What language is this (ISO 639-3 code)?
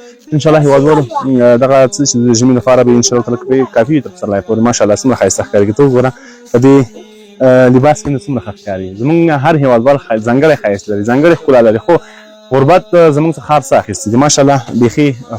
pus